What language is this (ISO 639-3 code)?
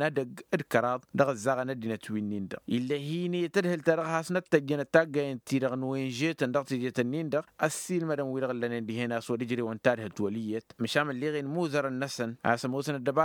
taq